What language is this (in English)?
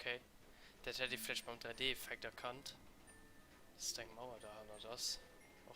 Luxembourgish